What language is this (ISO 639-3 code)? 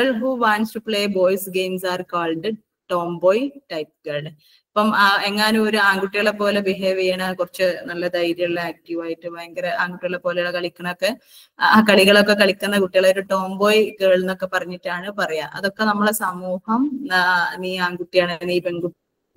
mal